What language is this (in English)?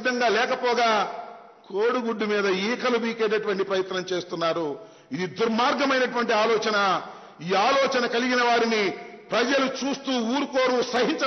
Telugu